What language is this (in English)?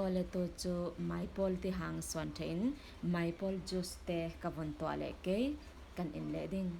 Falam Chin